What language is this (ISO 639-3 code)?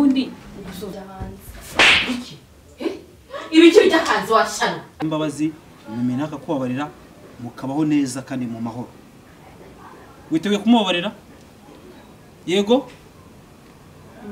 kin